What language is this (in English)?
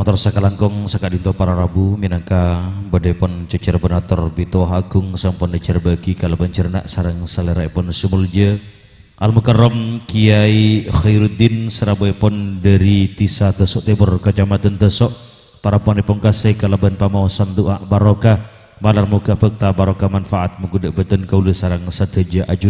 Madurese